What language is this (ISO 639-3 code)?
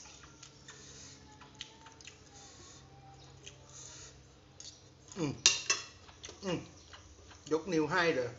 tha